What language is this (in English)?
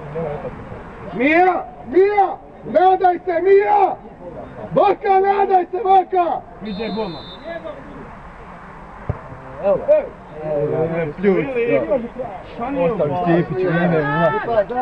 Croatian